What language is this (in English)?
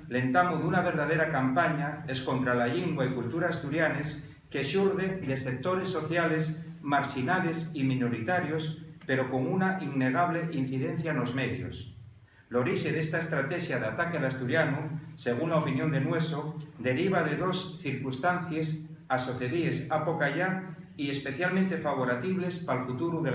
Asturian